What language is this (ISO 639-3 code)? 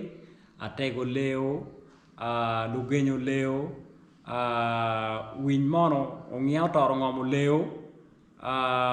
ach